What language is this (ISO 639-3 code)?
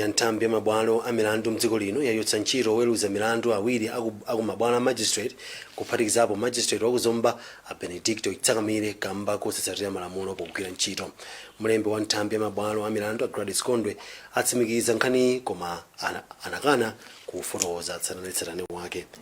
nya